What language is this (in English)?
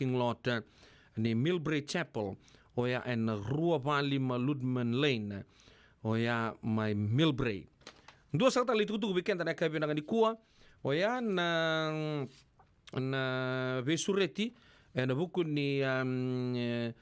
Fijian